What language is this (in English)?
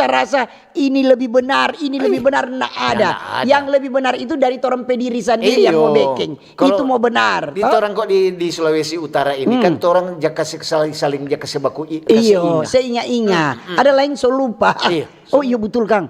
Manado Malay